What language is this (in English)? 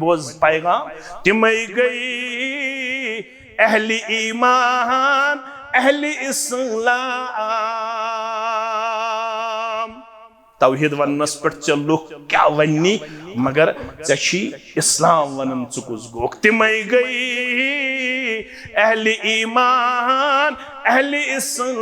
Kashmiri